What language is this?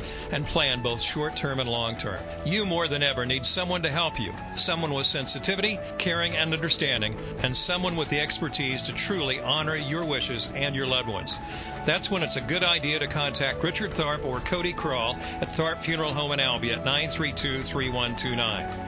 English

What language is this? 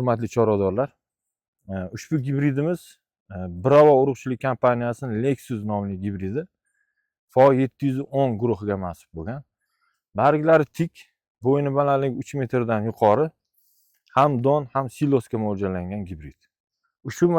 Uzbek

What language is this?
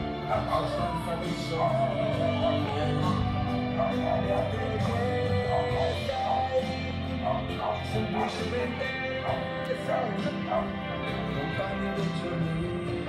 Italian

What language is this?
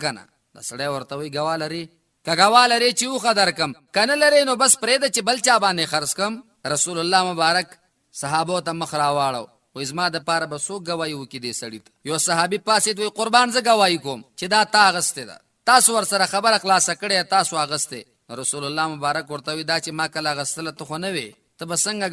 Pashto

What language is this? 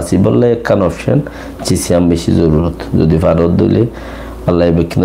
Rohingya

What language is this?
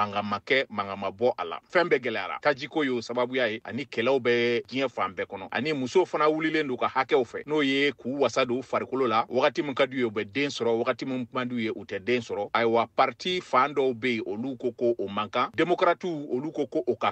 Bambara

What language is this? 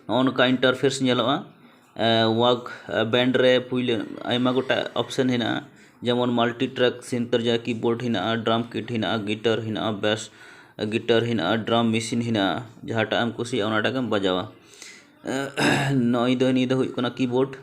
Santali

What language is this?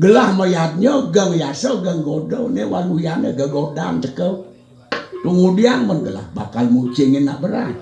Balinese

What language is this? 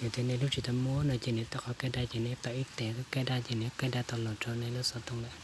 Hmong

